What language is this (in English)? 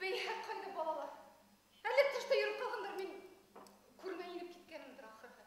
Bashkir